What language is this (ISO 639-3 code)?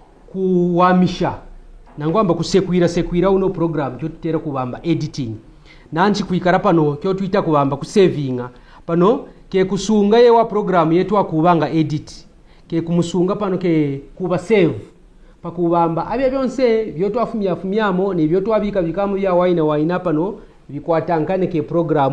kqn